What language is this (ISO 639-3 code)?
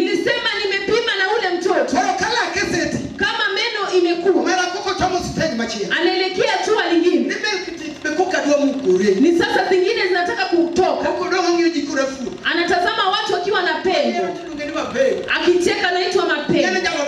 luo